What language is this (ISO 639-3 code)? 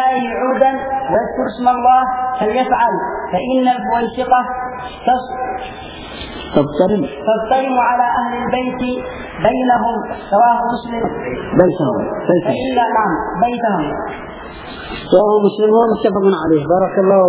ara